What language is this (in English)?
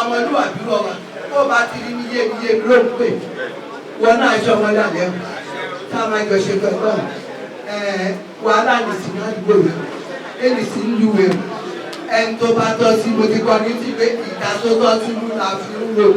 Yoruba